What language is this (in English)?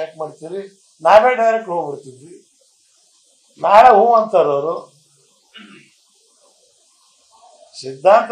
Kannada